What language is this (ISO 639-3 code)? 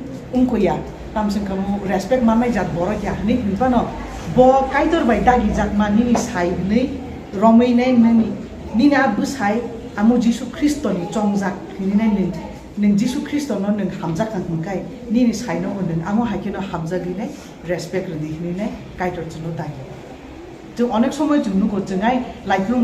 trp